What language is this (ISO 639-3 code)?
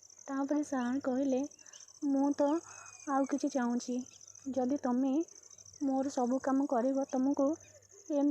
ori